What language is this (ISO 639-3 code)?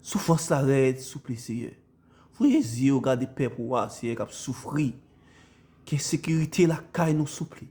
hat